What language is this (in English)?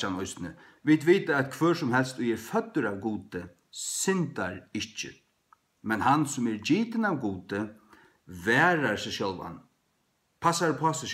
Faroese